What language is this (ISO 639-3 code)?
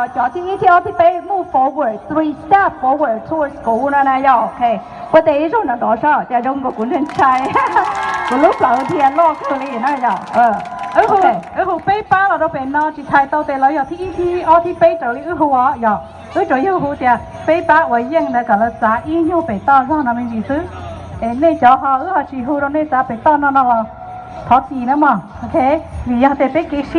hmn